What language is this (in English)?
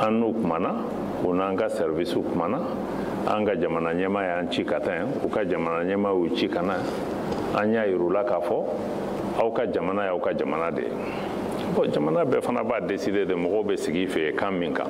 Bambara